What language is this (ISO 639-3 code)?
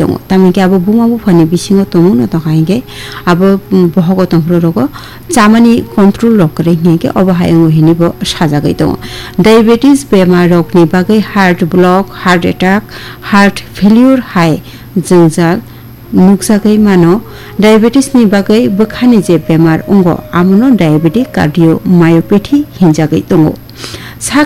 trp